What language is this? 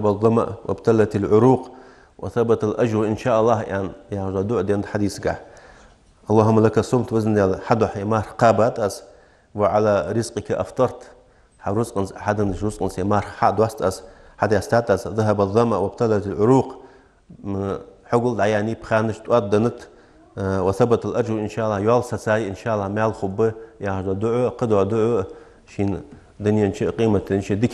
Ingush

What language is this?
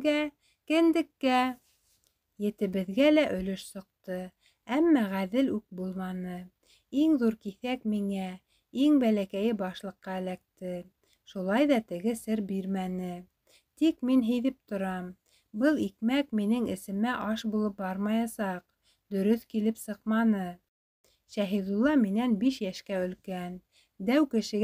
Bashkir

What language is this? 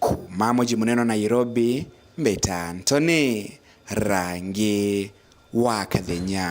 Meru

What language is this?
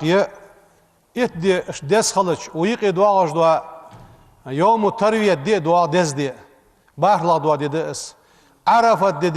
Ingush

